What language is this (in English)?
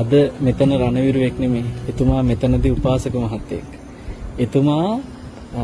Sinhala